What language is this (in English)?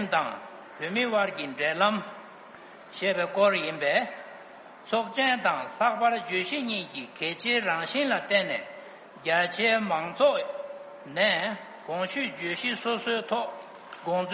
Tibetan